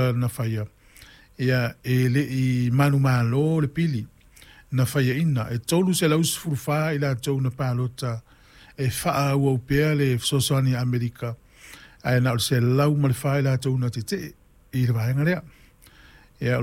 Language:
Samoan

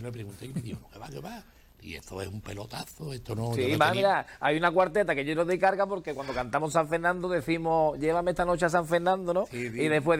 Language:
Spanish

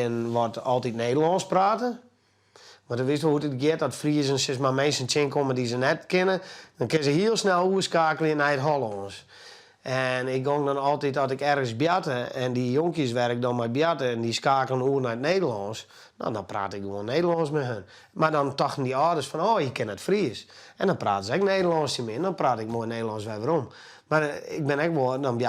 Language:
Western Frisian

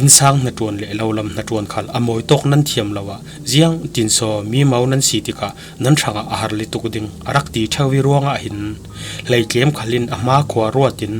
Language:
Falam Chin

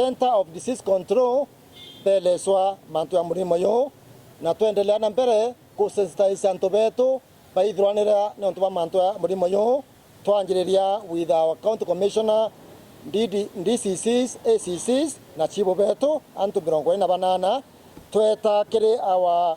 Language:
Meru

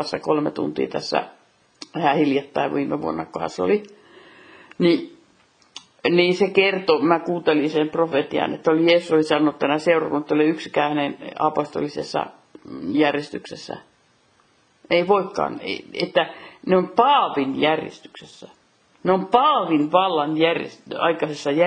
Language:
Finnish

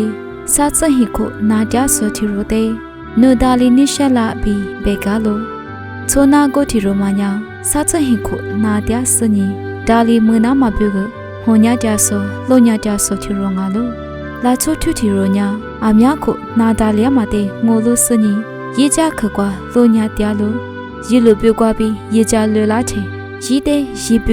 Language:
Lisu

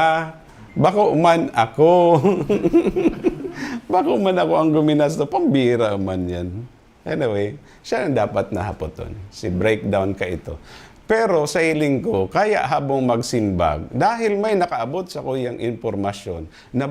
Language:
Bikol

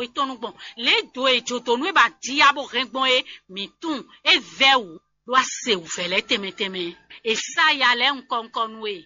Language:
Fon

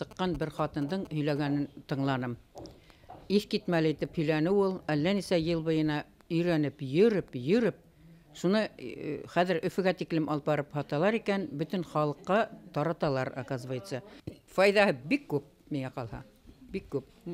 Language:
Bashkir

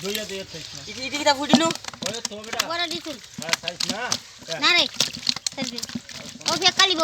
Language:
Sylheti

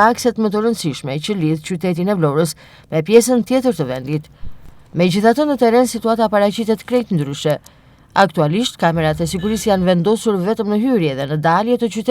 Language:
Albanian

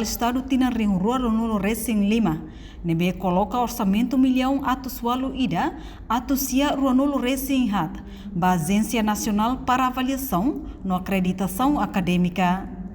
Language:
Tetum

